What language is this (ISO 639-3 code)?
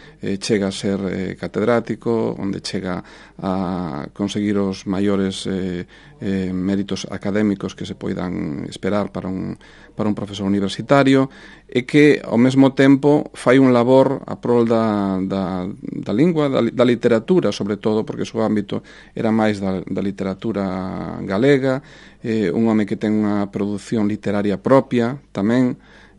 glg